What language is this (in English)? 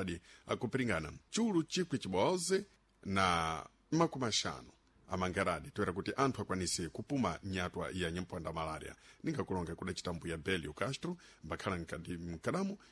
Sena